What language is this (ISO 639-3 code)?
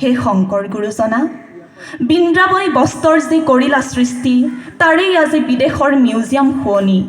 asm